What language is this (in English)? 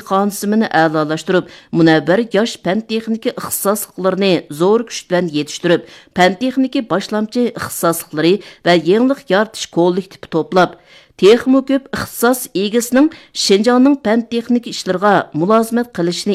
Uyghur